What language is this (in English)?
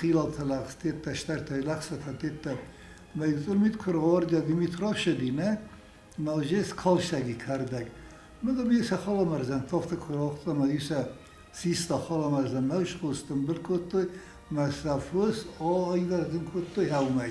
Ossetic